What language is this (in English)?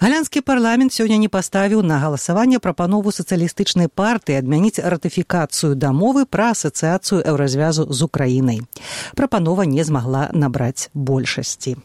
Belarusian